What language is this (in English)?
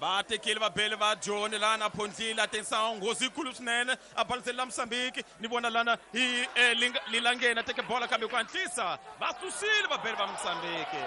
Tsonga